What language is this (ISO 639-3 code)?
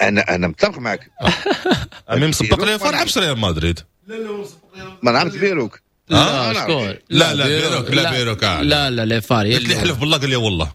ary